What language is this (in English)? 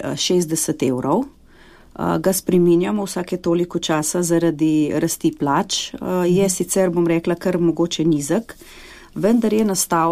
Slovenian